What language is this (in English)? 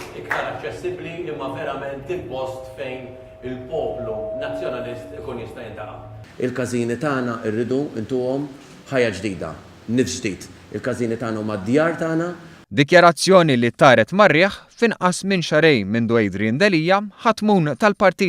Maltese